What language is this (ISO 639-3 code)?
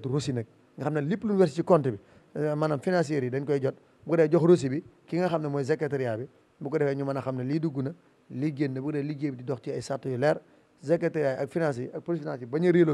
wol